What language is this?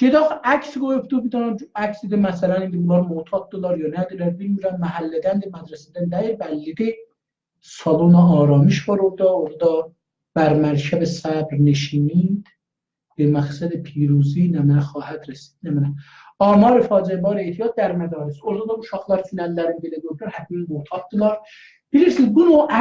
South Azerbaijani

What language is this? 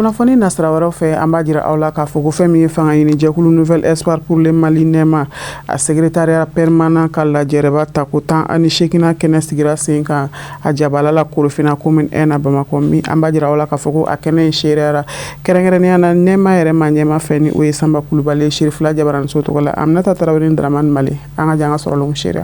Bambara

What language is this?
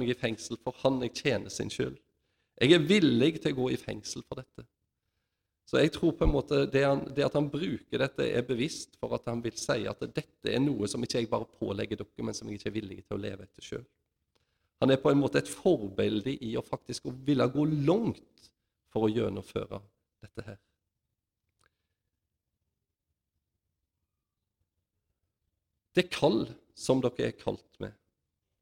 Norwegian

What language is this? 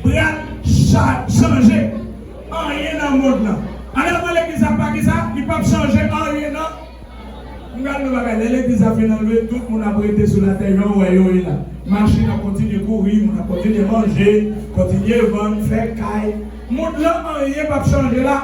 Haitian Creole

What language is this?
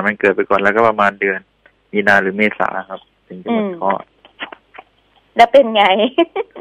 Thai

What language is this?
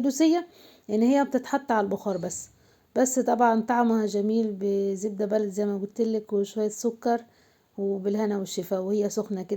Egyptian Arabic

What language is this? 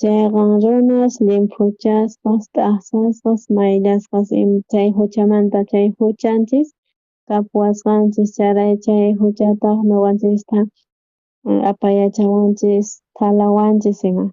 South Bolivian Quechua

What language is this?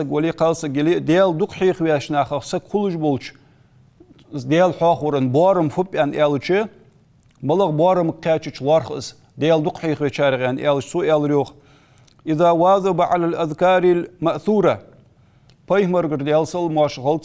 Ingush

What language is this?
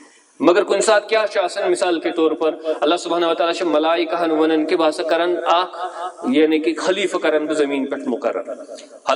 Kashmiri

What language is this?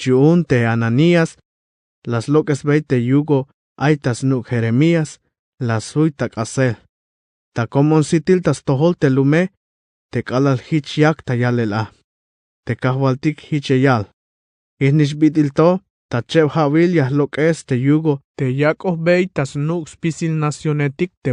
Tzeltal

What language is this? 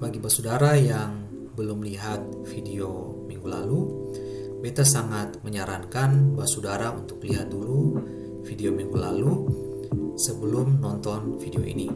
Ambonese Malay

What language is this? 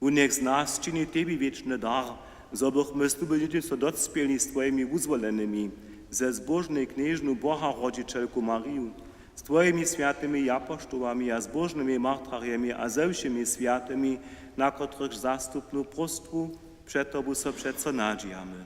Upper Sorbian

